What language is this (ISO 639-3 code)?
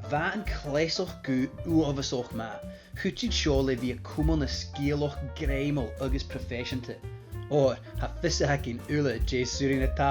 gla